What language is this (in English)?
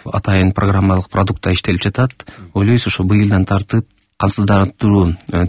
Kyrgyz